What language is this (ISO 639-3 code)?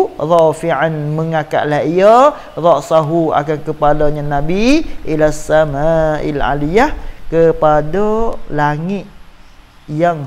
msa